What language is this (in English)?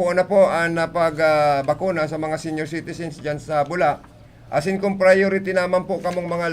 Bikol